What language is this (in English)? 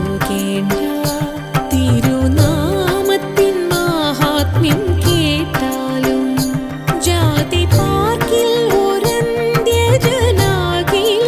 Malayalam